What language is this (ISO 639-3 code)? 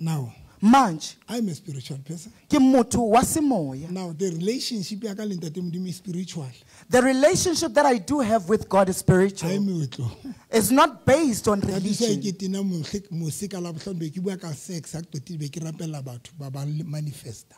sot